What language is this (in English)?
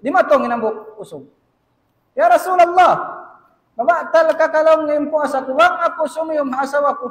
Tausug